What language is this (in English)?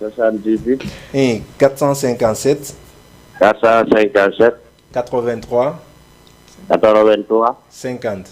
Fula